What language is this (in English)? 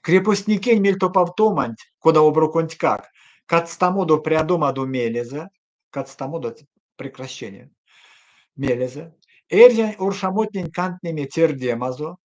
Erzya